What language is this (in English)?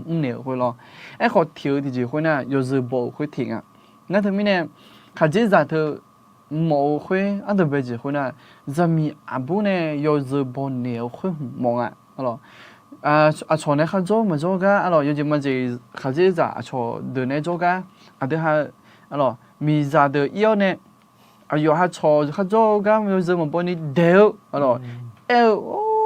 Akha